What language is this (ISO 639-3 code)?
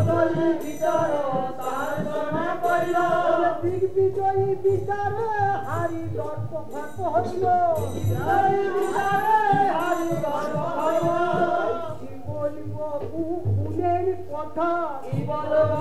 ben